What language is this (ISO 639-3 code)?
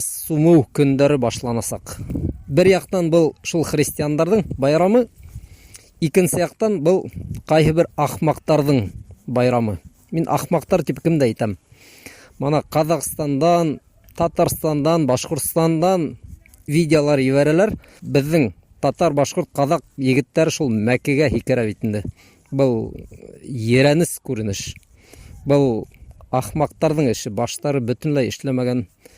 bak